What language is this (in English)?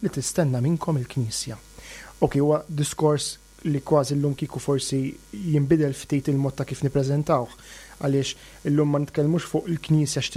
Maltese